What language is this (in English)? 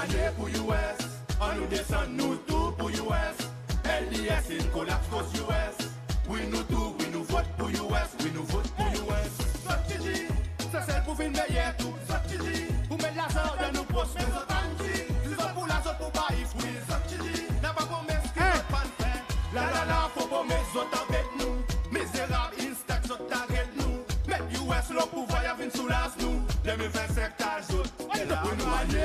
Seselwa Creole French